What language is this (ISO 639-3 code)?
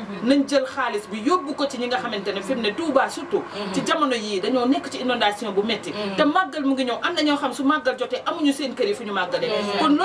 wol